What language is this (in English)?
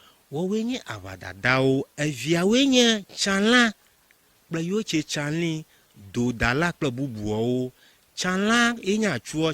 Ewe